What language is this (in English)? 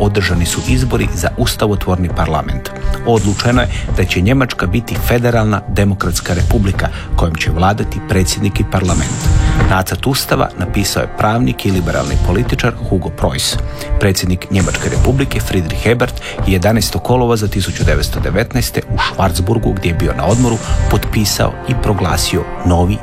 Croatian